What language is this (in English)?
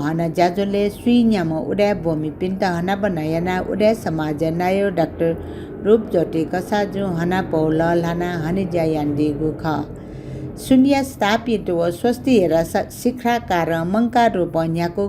Newari